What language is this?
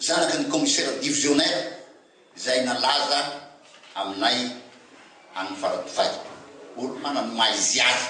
Malagasy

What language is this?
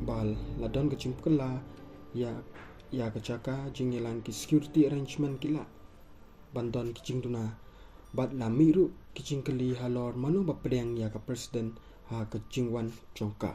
Khasi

